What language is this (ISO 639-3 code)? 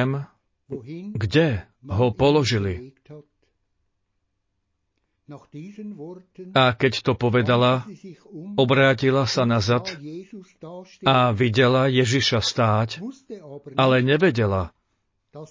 slk